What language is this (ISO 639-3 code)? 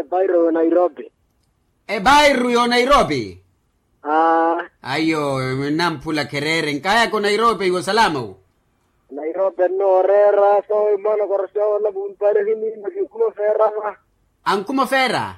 vmw